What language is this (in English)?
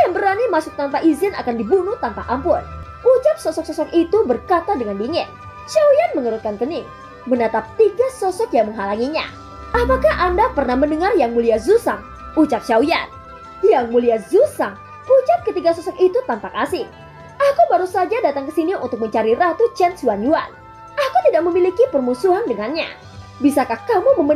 Indonesian